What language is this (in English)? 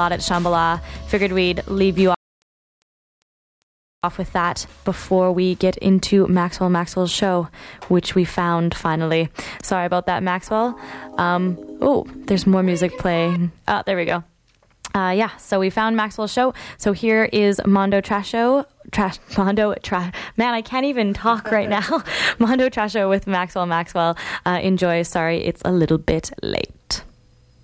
English